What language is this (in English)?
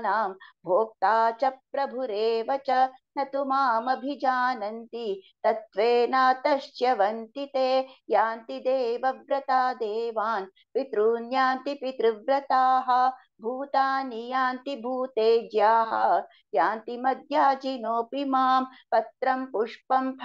Sanskrit